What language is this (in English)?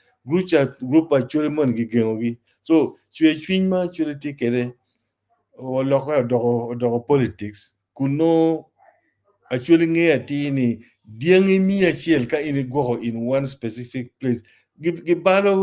Acoli